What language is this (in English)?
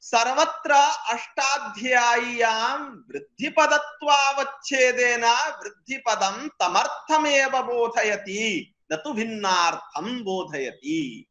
Sanskrit